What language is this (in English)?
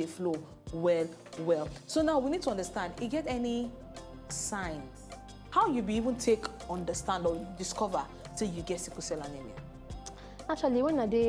Nigerian Pidgin